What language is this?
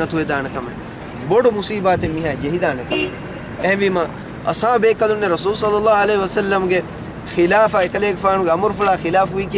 Divehi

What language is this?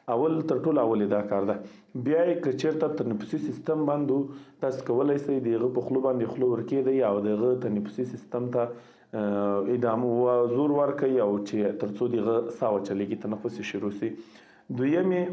Pashto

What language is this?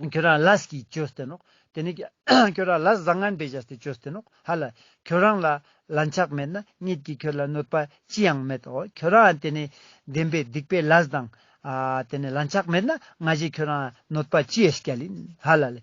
Ladakhi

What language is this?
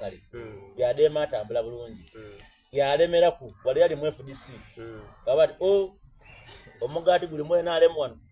Soga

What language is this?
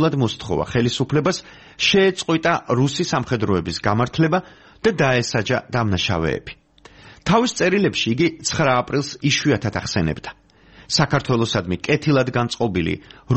Georgian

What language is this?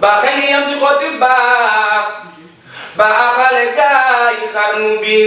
Wolof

